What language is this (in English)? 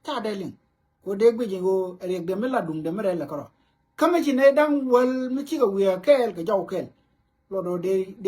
Nuer